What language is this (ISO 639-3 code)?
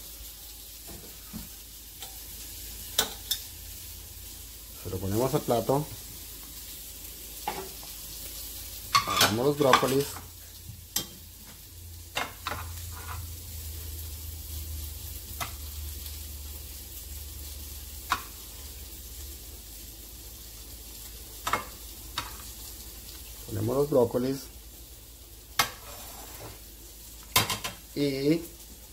spa